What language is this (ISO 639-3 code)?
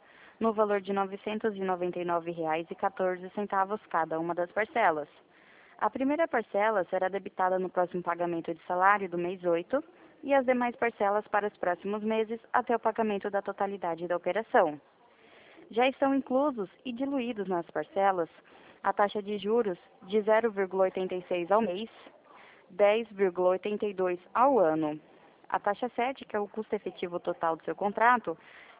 por